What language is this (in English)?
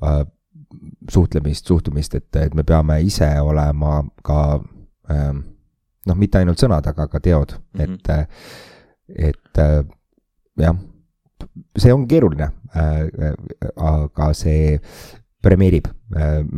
Estonian